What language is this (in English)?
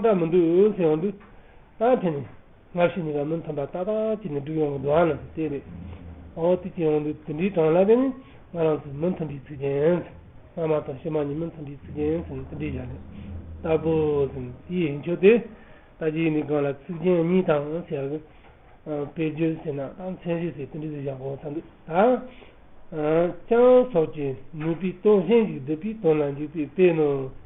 Tibetan